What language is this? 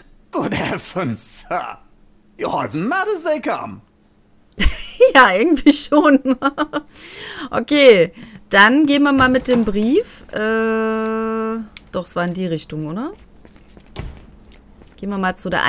German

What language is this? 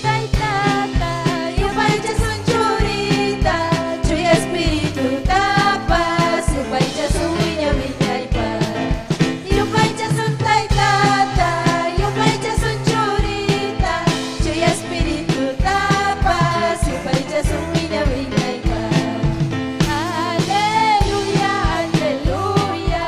Ayacucho Quechua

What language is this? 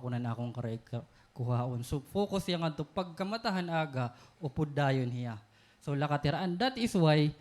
Waray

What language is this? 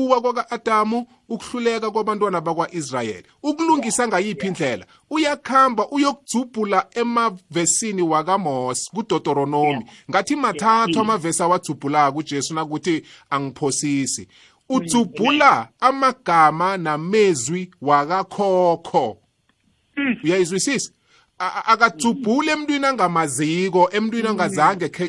South Ndebele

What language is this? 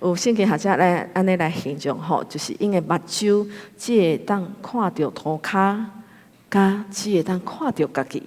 Min Nan Chinese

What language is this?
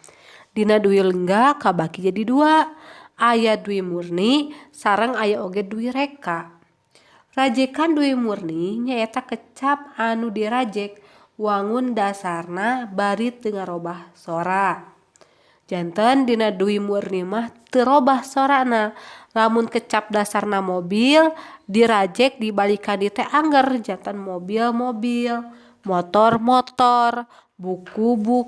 Sundanese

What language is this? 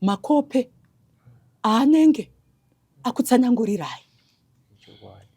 Shona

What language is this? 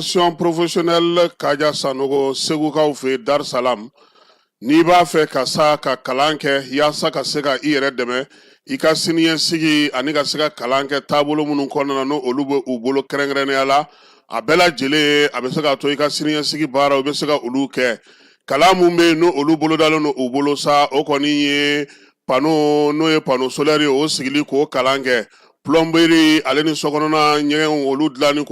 Bambara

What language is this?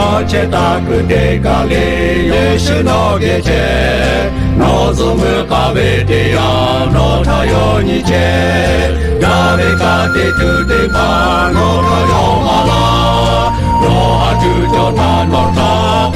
Lahu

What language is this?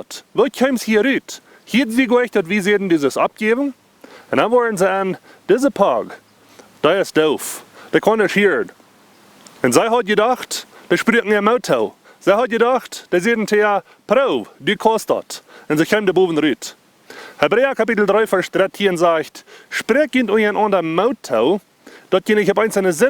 Plautdietsch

